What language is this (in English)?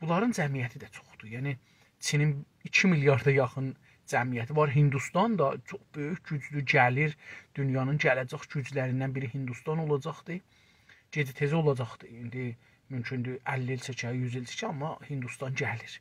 South Azerbaijani